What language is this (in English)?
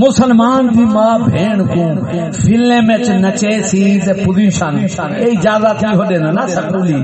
Saraiki